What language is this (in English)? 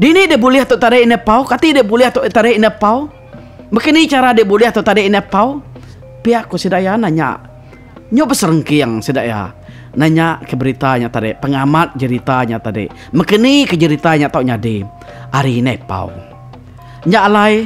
Iban